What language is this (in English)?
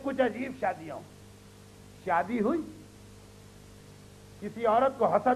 Urdu